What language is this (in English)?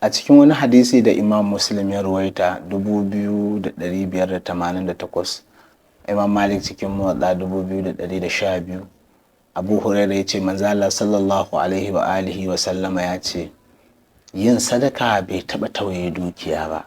Hausa